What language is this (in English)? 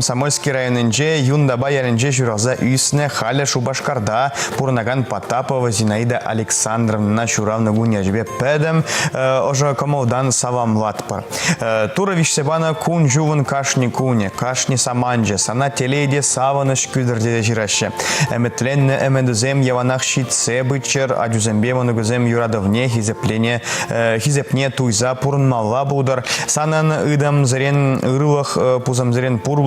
Chuvash